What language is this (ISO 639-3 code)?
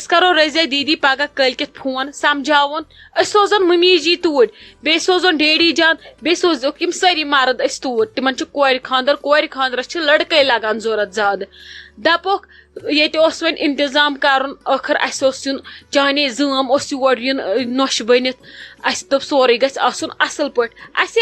kas